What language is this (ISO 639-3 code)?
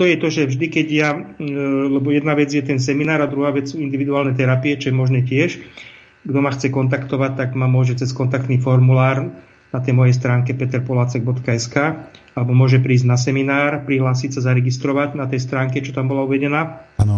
slk